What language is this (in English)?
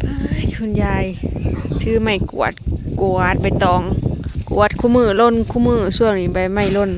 Lao